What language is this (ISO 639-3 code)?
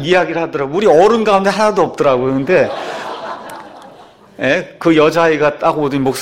kor